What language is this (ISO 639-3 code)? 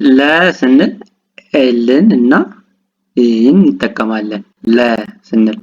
amh